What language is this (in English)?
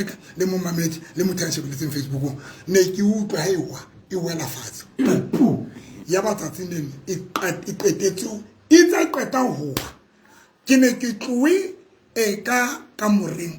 Southern Sotho